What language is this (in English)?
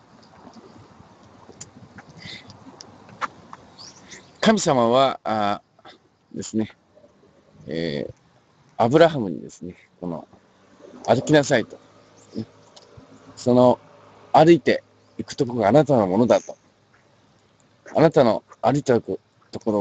Japanese